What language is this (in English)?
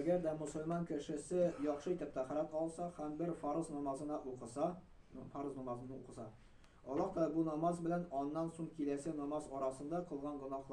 Tatar